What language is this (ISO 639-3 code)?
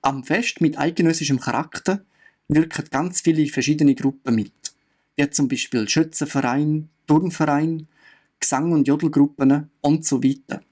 gsw